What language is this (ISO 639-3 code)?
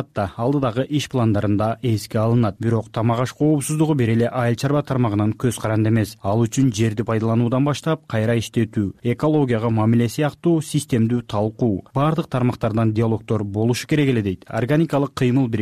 kir